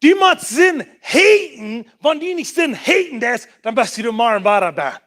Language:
Plautdietsch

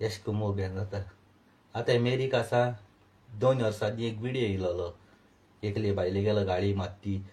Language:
Konkani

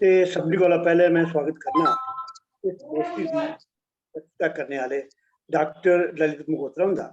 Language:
Dogri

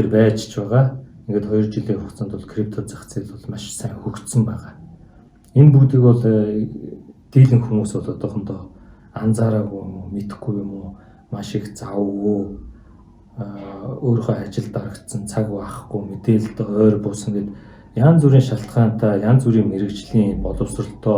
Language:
Mongolian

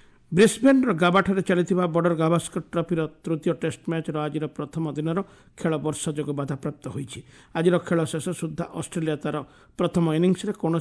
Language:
Odia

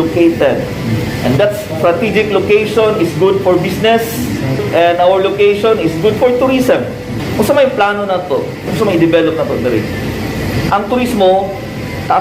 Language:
Cebuano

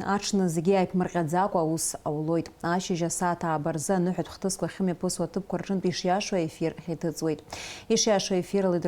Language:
Abkhazian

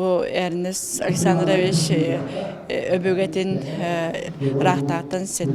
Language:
Yakut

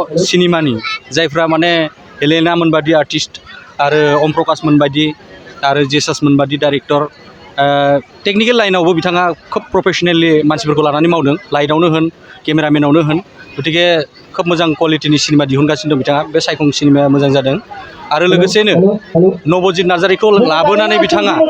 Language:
Bodo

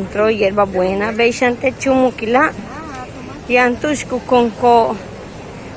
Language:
Yucateco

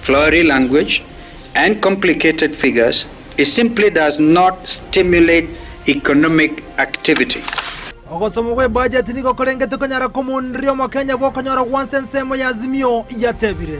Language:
Gusii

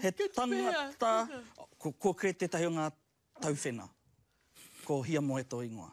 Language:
Māori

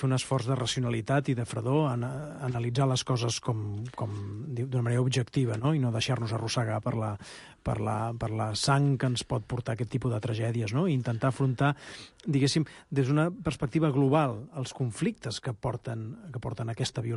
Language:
Catalan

